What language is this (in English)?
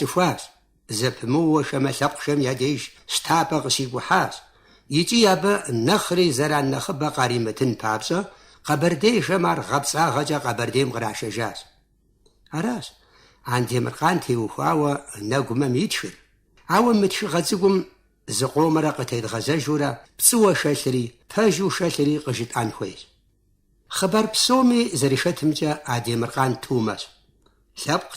Kabardian